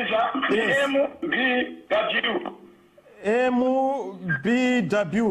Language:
Nyanja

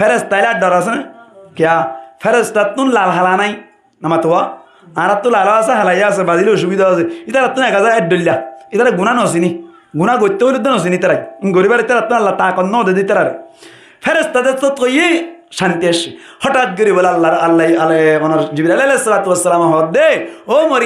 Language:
Rohingya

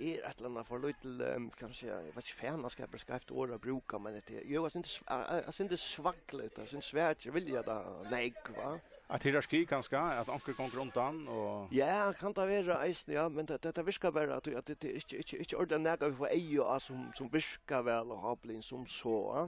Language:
Faroese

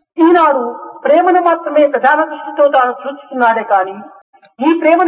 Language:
Telugu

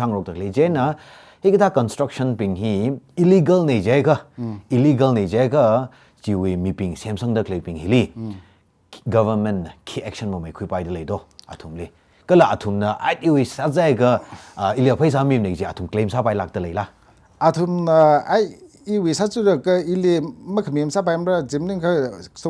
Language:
Tangkhul Naga (India)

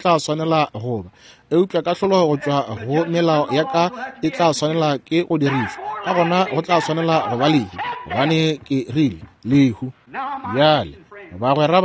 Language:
Northern Sotho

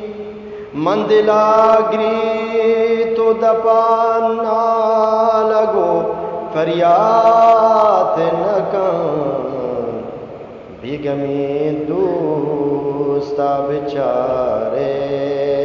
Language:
Eastern Balochi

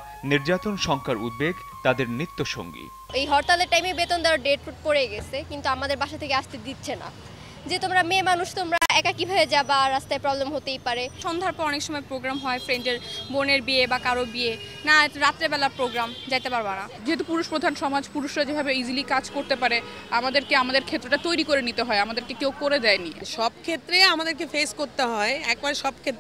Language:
Bangla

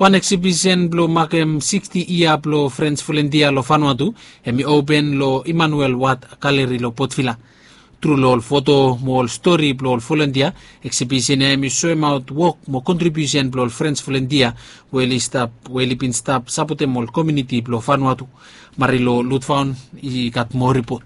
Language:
Bislama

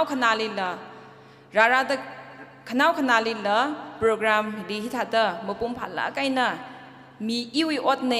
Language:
Tangkhul Naga (India)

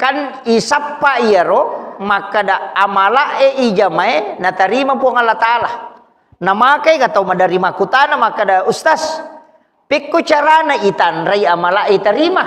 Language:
Buginese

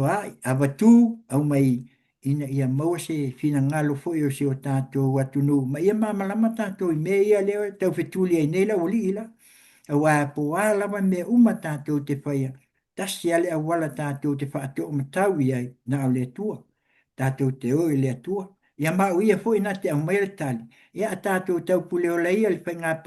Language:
Samoan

